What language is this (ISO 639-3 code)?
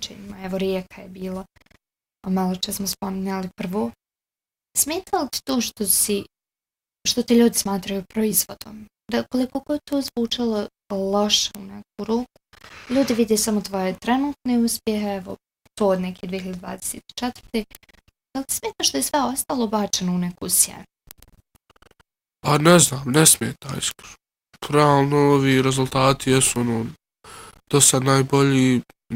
bos